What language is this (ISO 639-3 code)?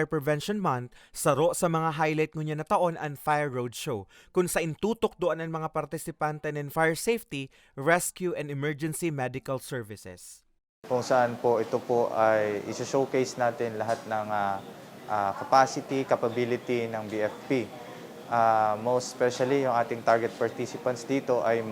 bik